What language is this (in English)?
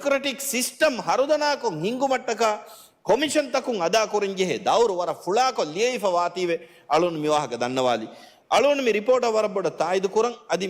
Divehi